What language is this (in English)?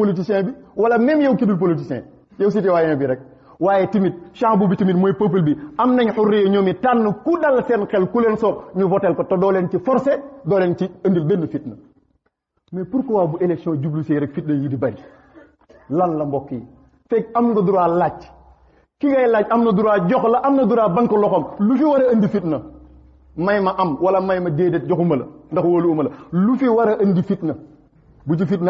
Wolof